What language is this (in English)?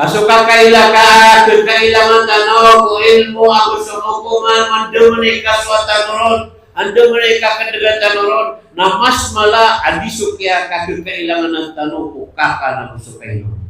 Maranao